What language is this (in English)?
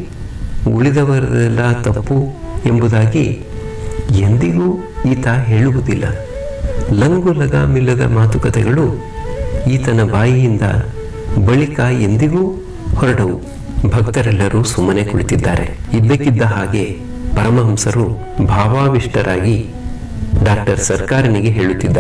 Kannada